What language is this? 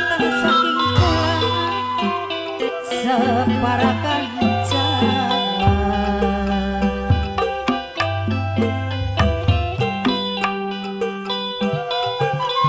Javanese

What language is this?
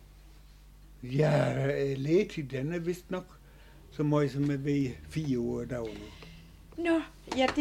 Danish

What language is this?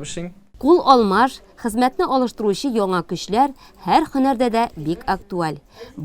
Tatar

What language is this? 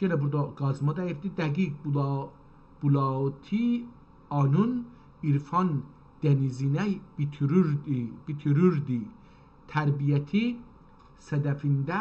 South Azerbaijani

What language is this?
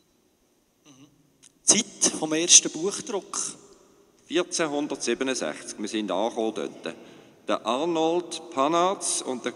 German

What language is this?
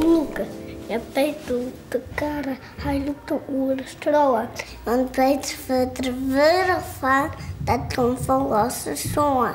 Western Frisian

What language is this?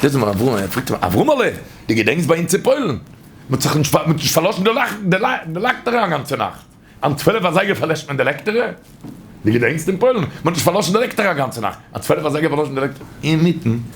Yiddish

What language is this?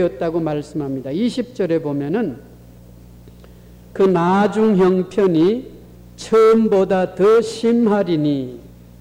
Korean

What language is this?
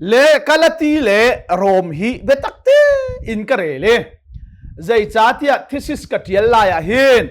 Hakha Chin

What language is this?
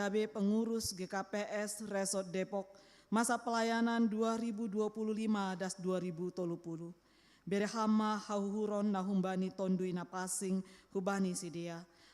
Batak Simalungun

